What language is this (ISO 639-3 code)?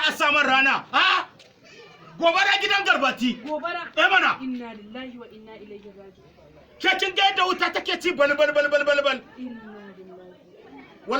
hau